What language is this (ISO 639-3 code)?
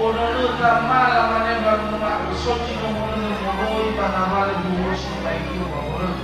nia